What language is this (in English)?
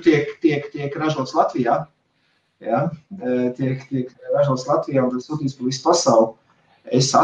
Latvian